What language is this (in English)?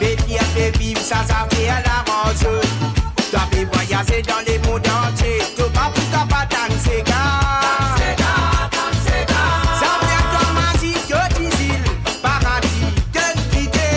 Morisyen